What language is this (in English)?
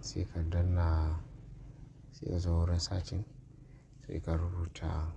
Hausa